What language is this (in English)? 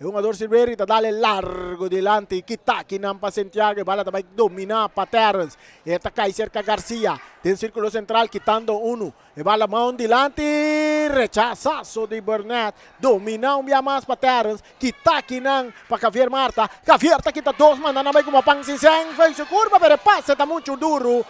Papiamento